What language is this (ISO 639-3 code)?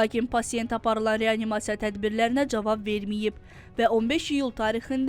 aze